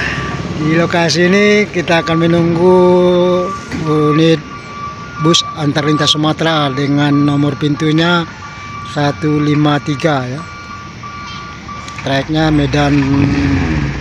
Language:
Indonesian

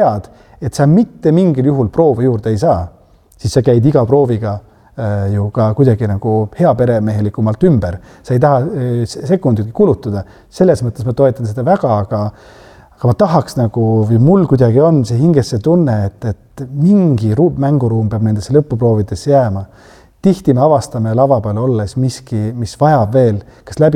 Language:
Estonian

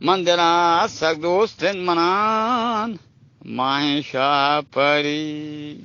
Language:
Eastern Balochi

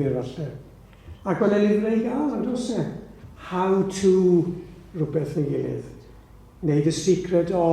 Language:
Welsh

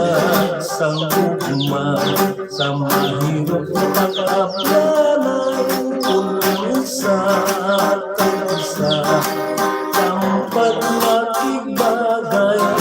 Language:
Hiligaynon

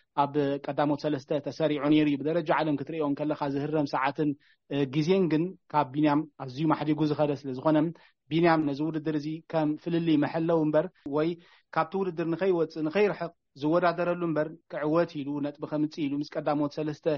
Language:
Tigrinya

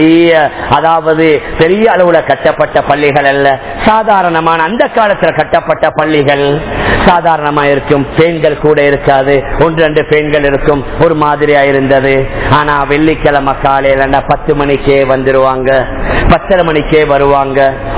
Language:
Tamil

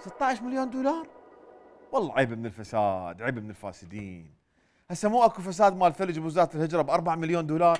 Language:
Mesopotamian Arabic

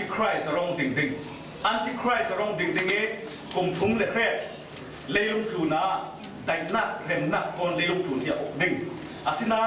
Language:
Falam Chin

